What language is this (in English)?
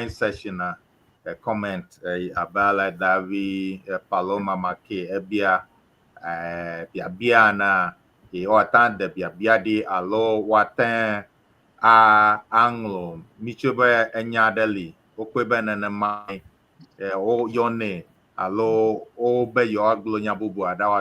Ewe